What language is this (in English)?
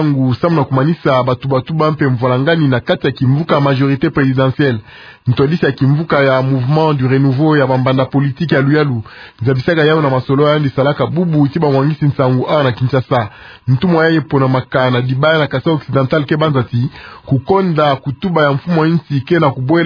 Kituba (Democratic Republic of Congo)